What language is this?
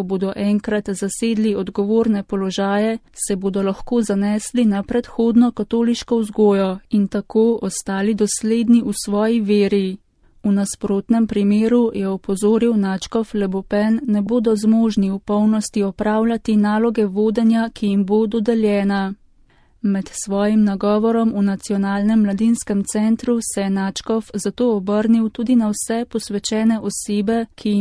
Slovenian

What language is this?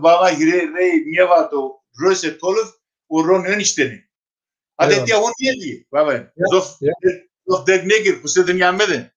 Zaza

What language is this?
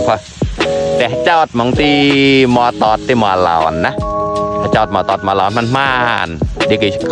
Mon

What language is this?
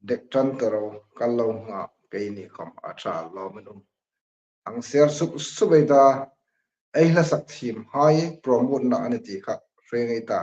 Hmar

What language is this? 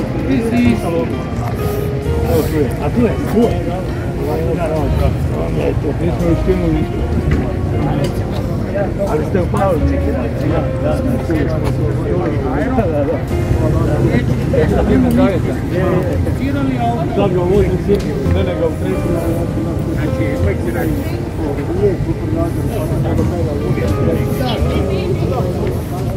Croatian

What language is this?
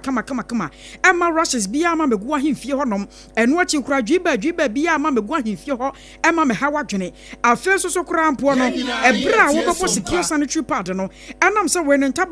Akan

